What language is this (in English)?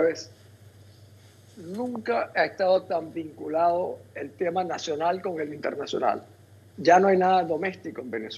Spanish